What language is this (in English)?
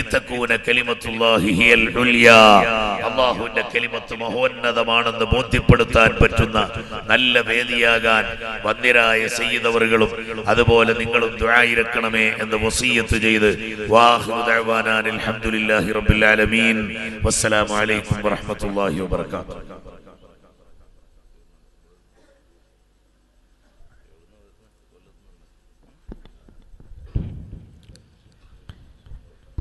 Malayalam